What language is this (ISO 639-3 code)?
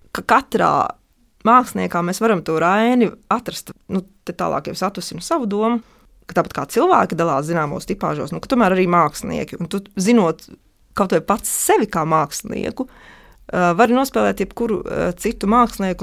lav